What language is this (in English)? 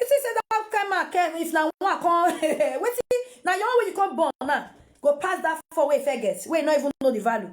Nigerian Pidgin